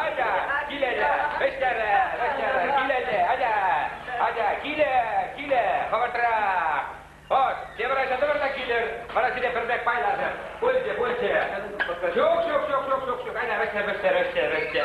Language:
Chuvash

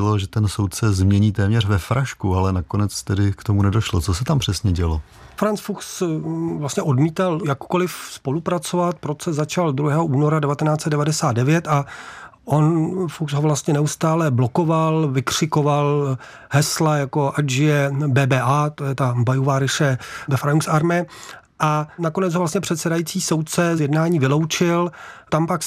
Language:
Czech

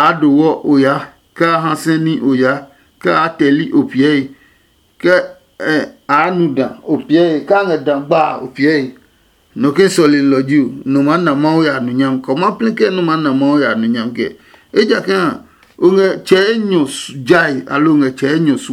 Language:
Adangme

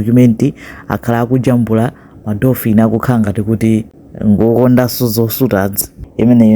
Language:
Nyanja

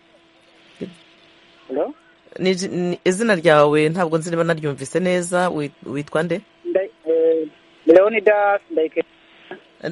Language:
Kinyarwanda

